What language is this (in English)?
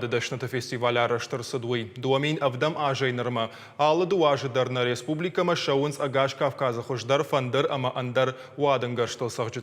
Ossetic